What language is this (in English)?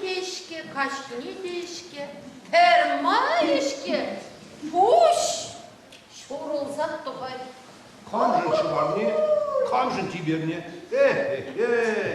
Chuvash